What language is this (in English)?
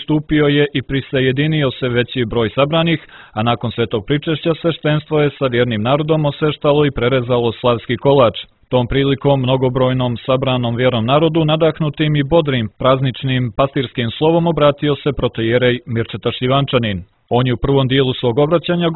Serbian